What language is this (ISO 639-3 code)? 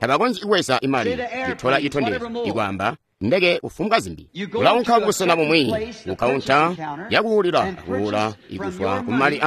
toi